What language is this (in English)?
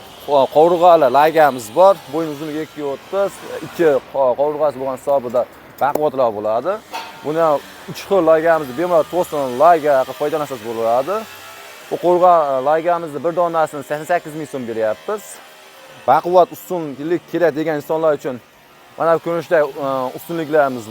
Uzbek